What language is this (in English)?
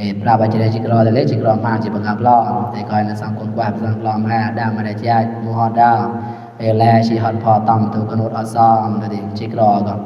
Mon